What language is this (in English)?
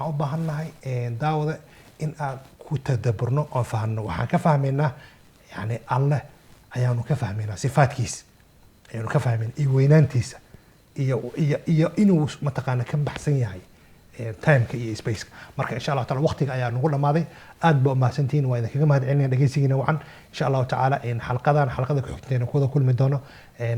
Somali